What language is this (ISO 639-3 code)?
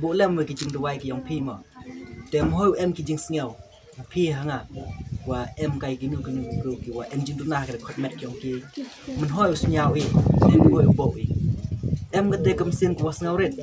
kha